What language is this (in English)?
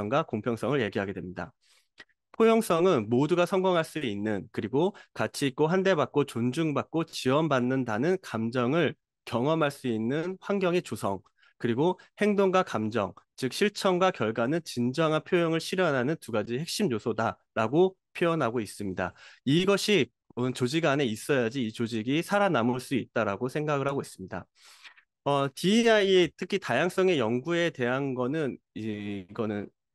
Korean